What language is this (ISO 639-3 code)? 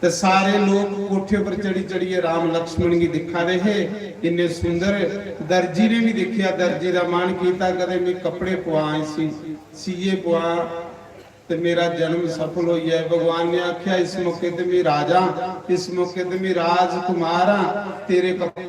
doi